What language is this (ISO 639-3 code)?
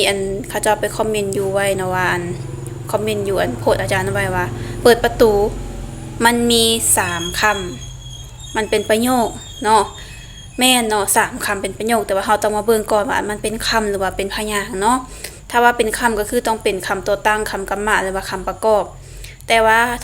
lao